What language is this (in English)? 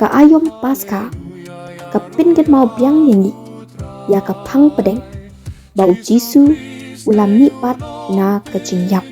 Khasi